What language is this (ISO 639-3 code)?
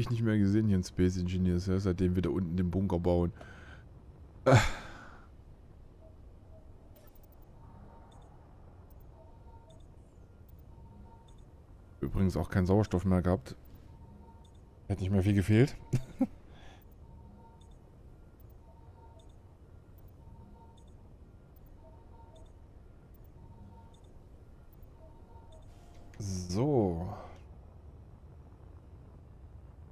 deu